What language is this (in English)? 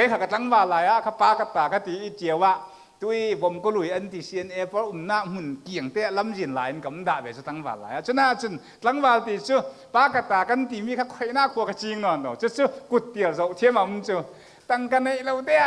Falam Chin